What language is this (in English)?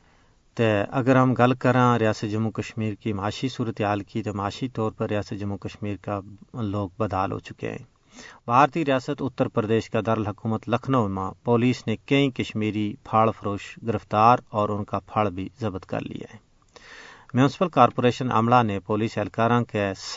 Gujari